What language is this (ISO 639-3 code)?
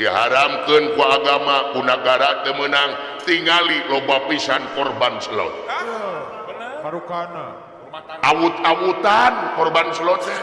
sun